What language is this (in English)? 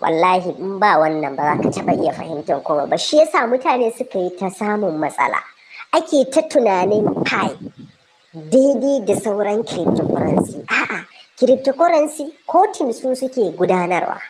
Hausa